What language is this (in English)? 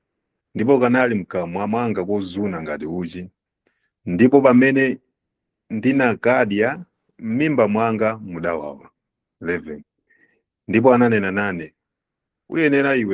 Nyanja